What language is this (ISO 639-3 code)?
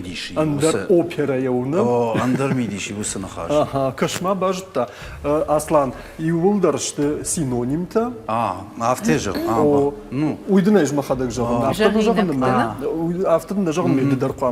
oss